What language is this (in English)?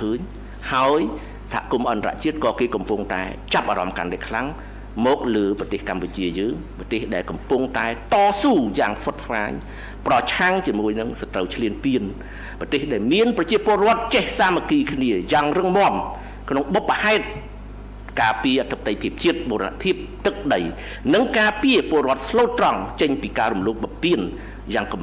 Khmer